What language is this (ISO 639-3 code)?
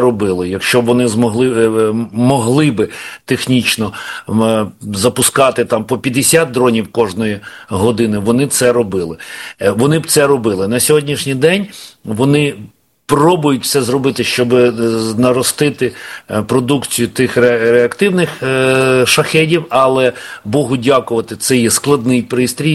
ukr